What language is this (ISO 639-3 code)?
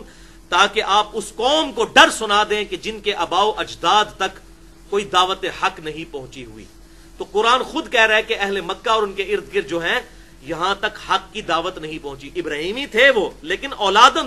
urd